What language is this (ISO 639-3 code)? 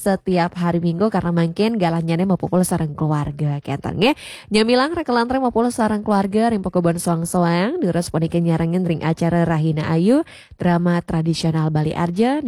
ban